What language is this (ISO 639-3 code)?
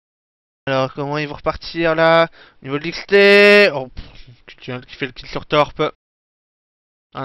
fra